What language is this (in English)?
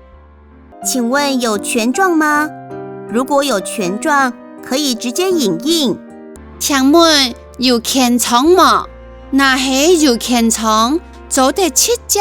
Hakka Chinese